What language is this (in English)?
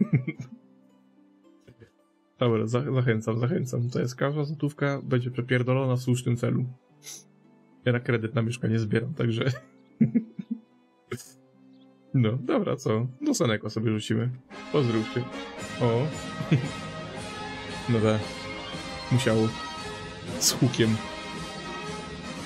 Polish